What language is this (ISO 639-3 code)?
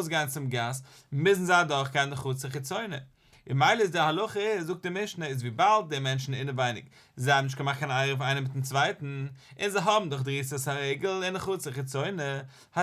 yid